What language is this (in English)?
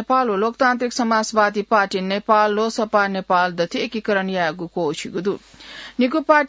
Newari